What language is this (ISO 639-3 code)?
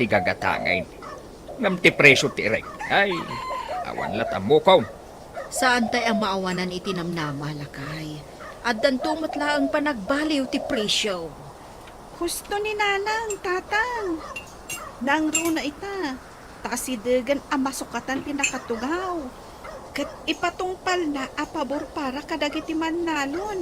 ilo